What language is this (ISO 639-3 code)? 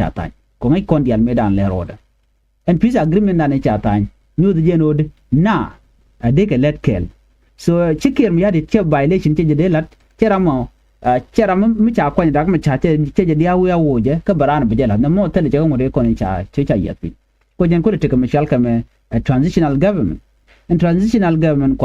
nus